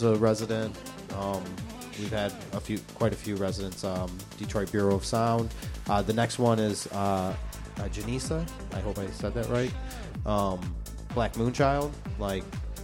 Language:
English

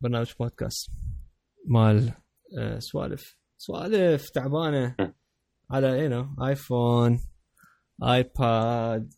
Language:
Mesopotamian Arabic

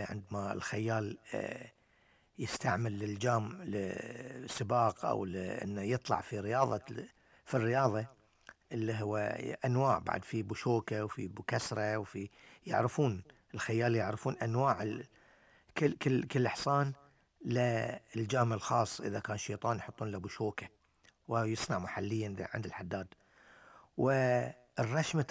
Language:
Gulf Arabic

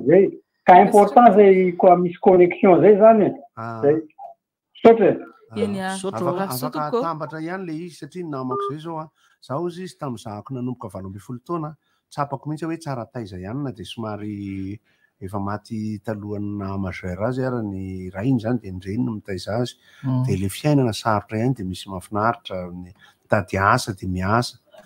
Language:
Malagasy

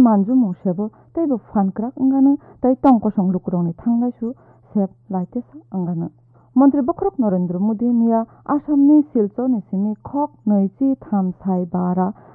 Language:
Kok Borok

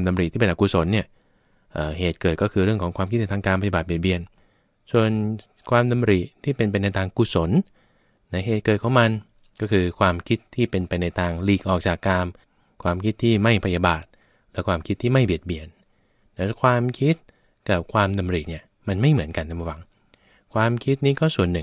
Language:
Thai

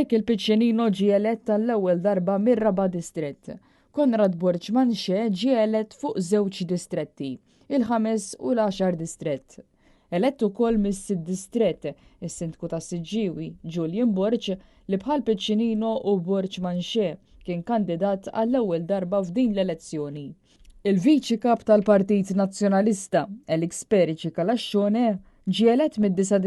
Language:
Maltese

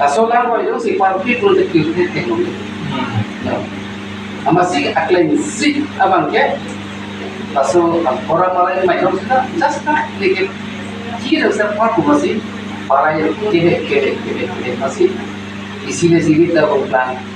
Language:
Karbi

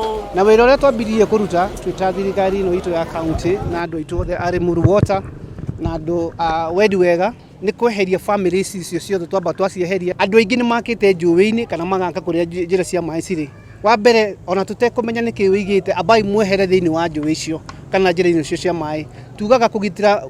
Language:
Kikuyu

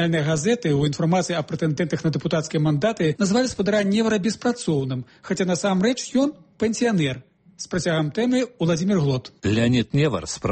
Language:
Belarusian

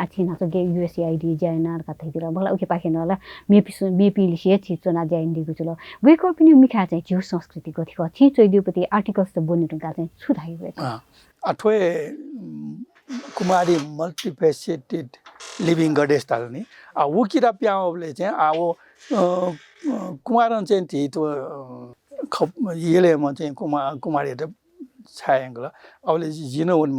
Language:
Newari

